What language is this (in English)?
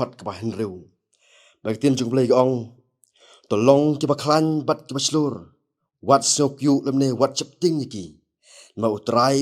Khasi